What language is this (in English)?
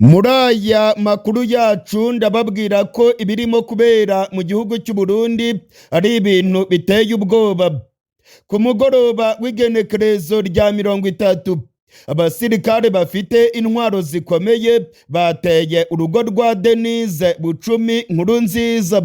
Rundi